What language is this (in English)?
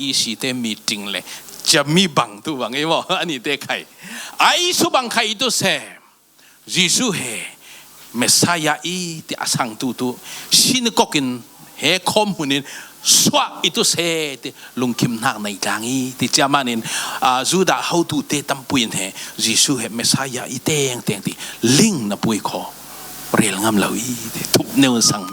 Falam Chin